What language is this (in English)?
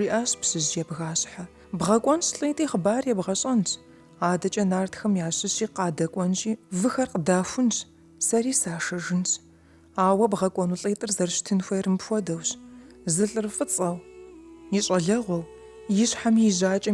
Kabardian